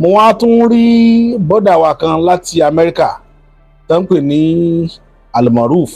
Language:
Yoruba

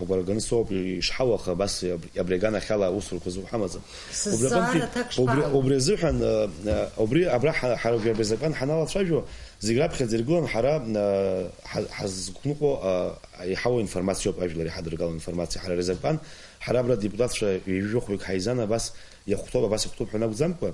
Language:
Abkhazian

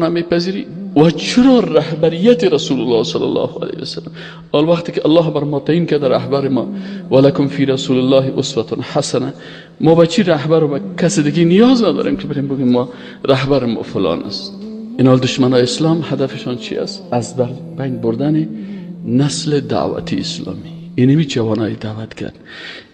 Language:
Persian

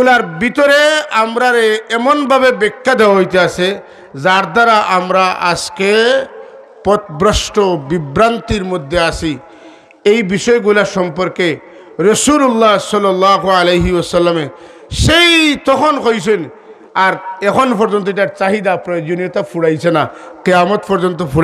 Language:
Sylheti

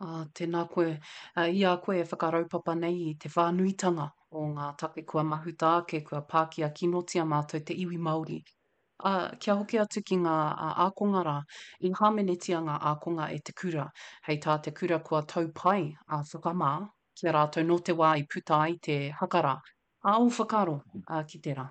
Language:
Māori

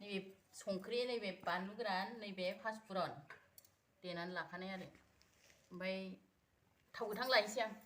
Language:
Bodo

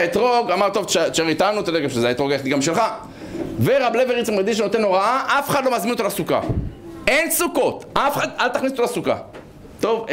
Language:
Hebrew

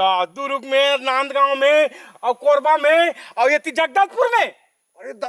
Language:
Chhattisgarhi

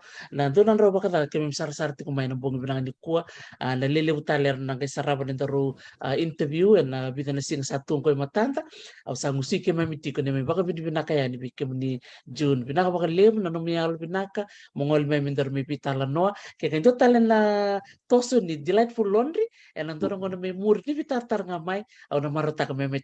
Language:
Fijian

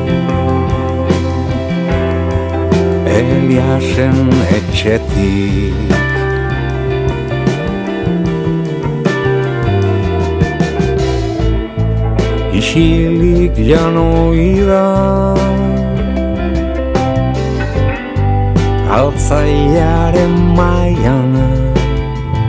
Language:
Basque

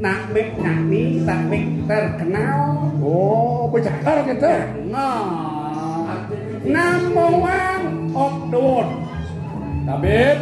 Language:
Balinese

